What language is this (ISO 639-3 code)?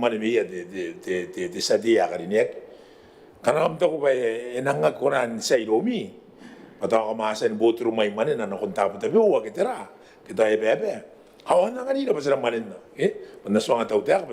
gil